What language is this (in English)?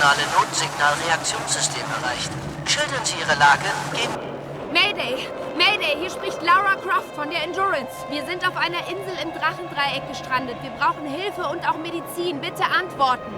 Bavarian